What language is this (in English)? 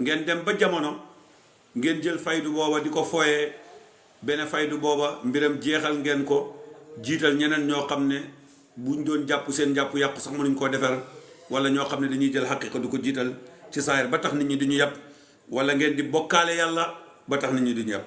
Wolof